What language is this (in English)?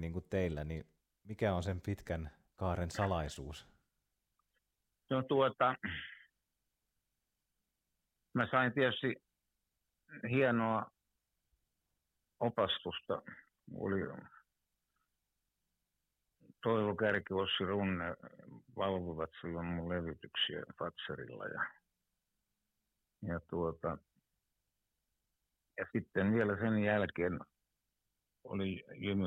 Finnish